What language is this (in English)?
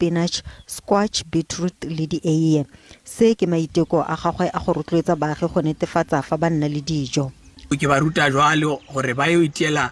Tswana